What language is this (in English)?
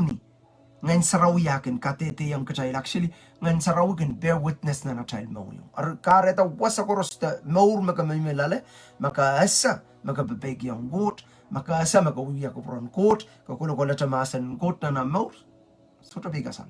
Pohnpeian